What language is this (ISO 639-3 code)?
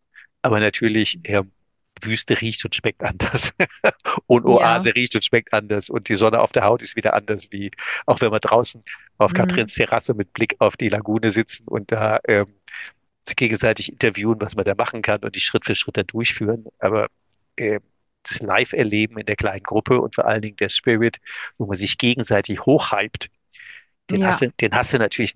deu